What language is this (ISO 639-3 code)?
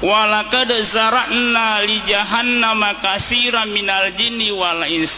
bug